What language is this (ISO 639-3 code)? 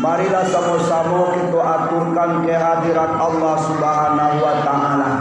min